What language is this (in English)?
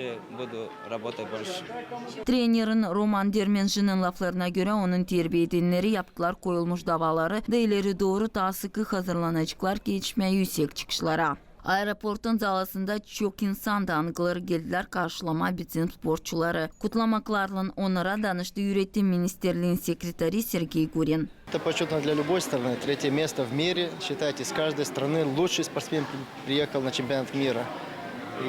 Gagauz